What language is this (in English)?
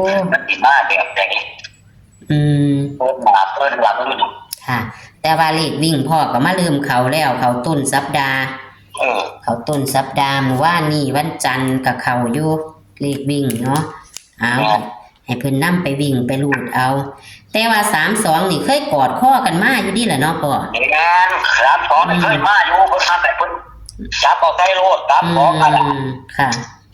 Northeastern Thai